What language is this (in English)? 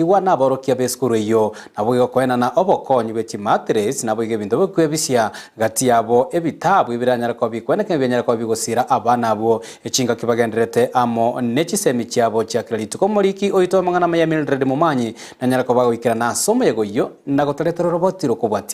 Gusii